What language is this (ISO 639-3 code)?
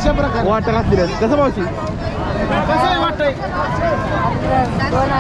mar